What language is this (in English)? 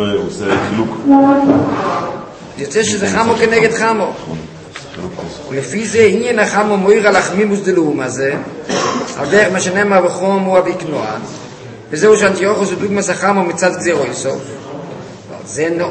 Hebrew